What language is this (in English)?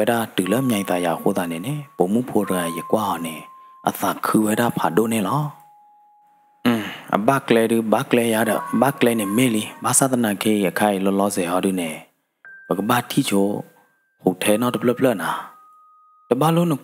S'gaw Karen